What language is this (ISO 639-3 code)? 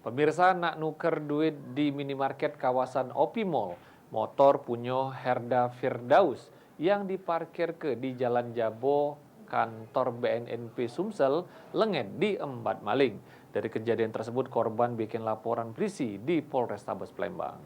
mui